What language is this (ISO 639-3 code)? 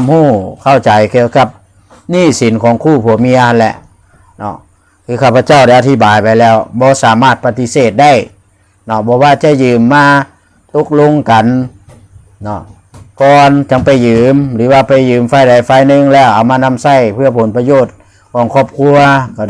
lao